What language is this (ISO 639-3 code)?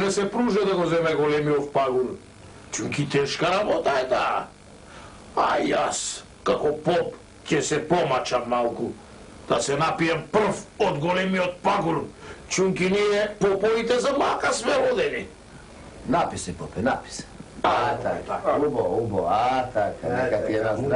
mkd